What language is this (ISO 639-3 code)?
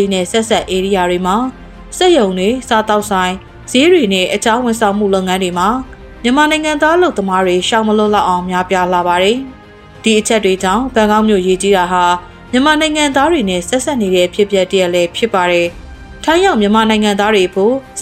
mya